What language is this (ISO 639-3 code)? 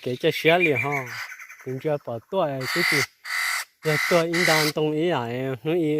hmn